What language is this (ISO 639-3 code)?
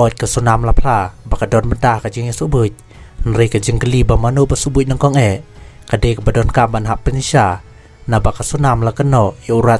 kha